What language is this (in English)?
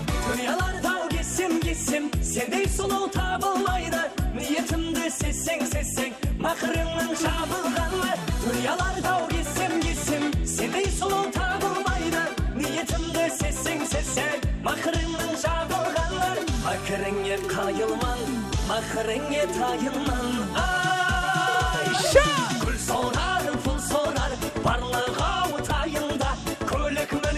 Kara-Kalpak